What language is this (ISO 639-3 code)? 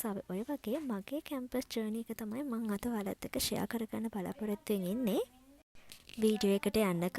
sin